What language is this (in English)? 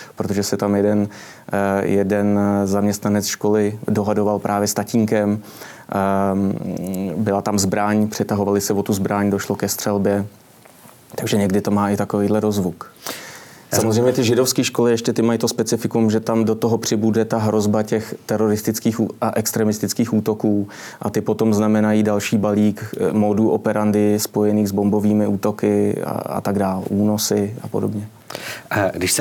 Czech